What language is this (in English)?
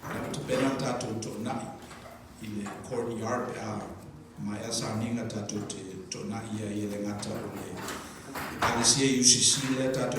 Samoan